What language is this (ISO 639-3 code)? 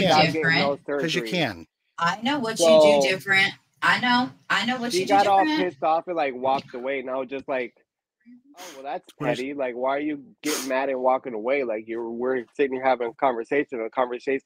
eng